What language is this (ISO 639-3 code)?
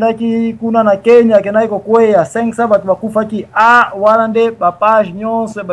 lin